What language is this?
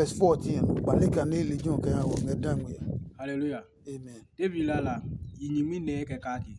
Adangme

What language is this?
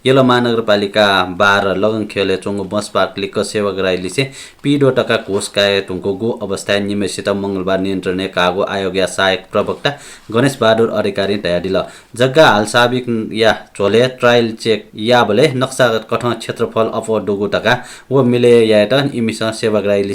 Newari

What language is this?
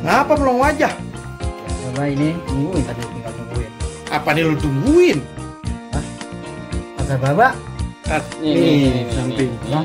Betawi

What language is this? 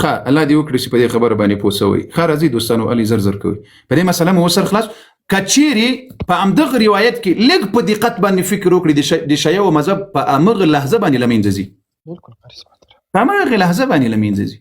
Pashto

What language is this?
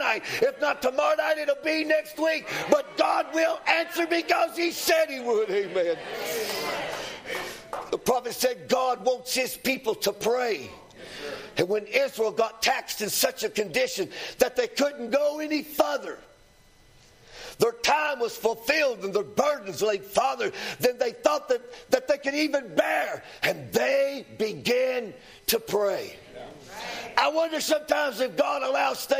English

